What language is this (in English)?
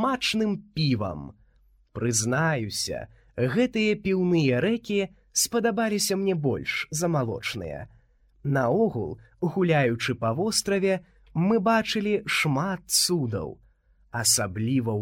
Belarusian